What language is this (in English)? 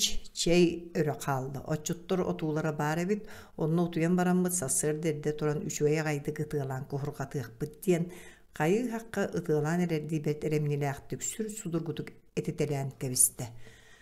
Yakut